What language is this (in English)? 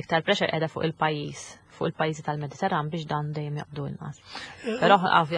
Maltese